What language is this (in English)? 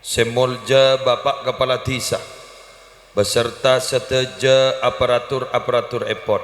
Madurese